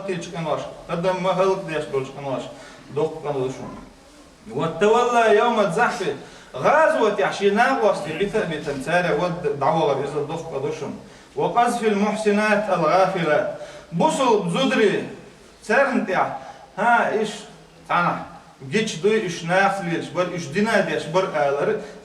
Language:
Chechen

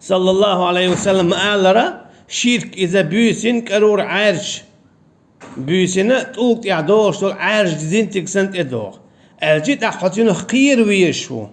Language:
Chechen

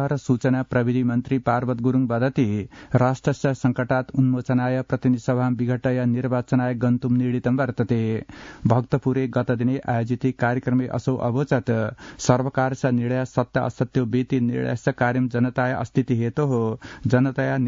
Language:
Sanskrit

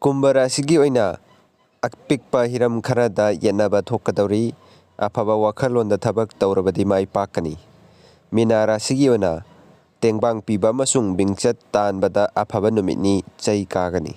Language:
Manipuri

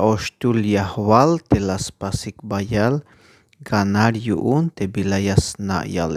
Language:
Tzeltal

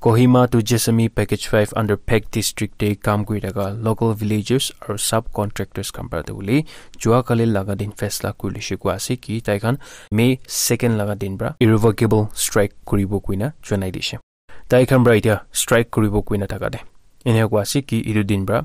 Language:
Naga Pidgin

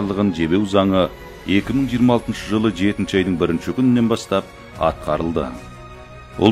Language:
Kazakh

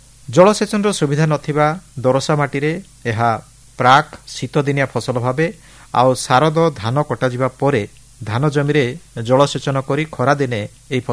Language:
Odia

